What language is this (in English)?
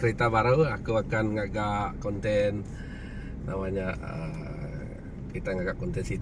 Iban